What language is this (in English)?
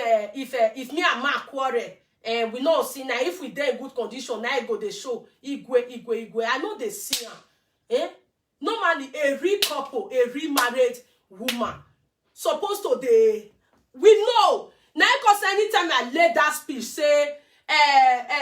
Nigerian Pidgin